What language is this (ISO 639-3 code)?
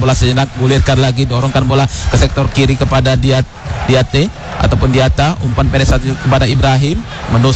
ind